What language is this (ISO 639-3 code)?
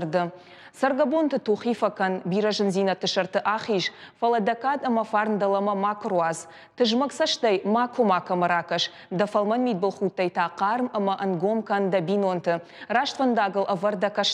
oss